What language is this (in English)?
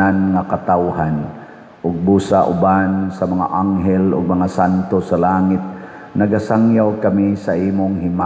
Cebuano